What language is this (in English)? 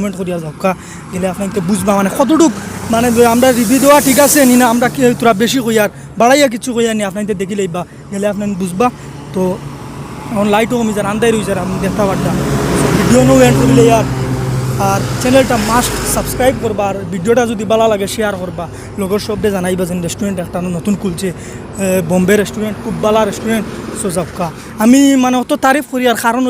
Sylheti